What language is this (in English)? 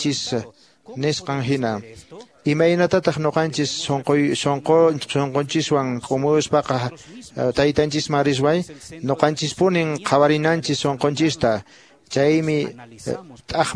Quechua